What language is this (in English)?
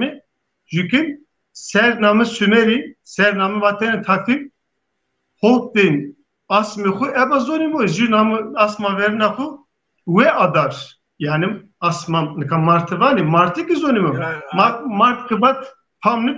Zaza